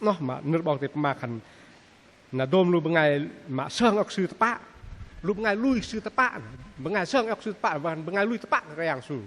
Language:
Bahnar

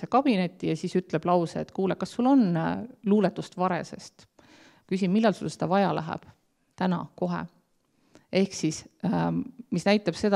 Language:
Estonian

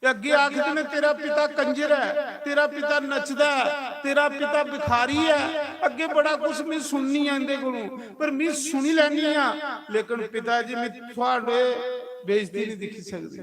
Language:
Dogri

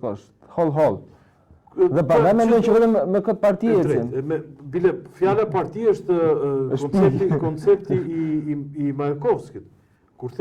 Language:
Albanian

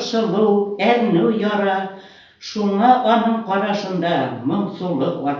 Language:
Bashkir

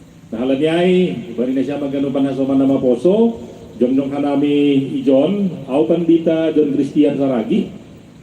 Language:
Batak Simalungun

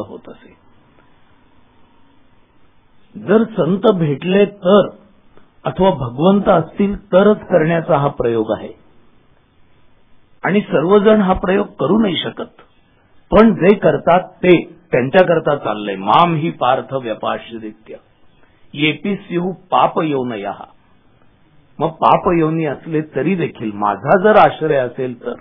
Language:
Marathi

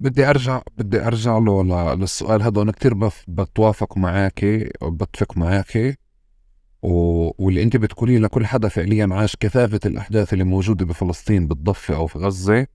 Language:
North Levantine Arabic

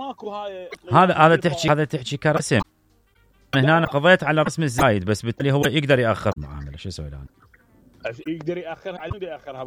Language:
Mesopotamian Arabic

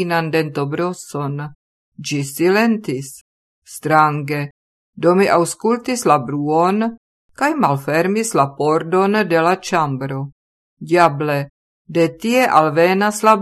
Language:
Esperanto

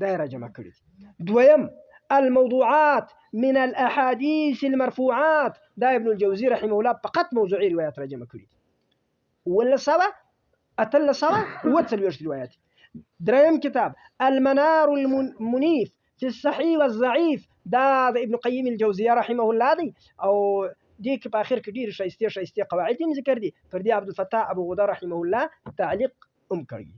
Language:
Pashto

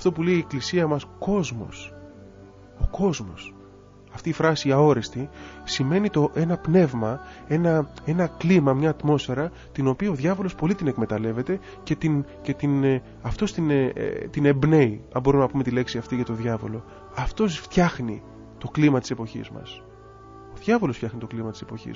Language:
Greek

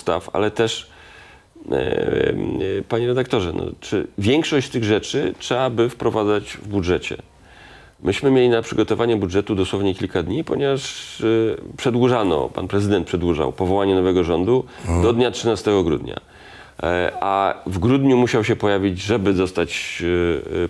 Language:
Polish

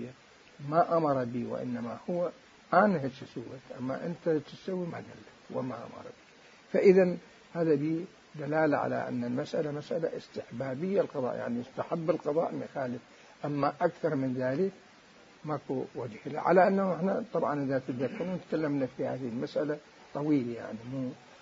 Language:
Mesopotamian Arabic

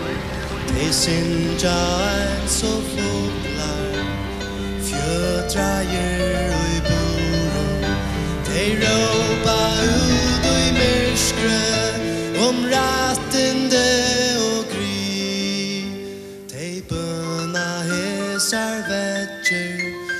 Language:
Faroese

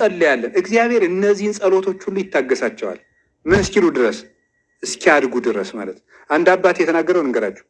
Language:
Amharic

